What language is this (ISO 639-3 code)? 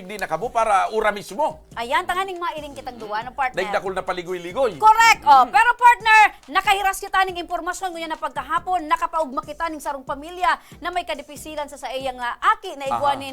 bik